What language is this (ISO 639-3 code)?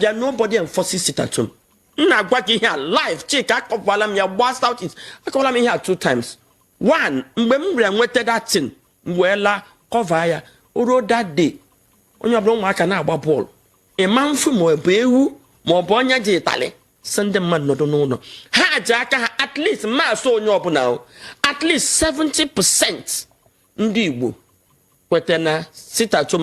ibo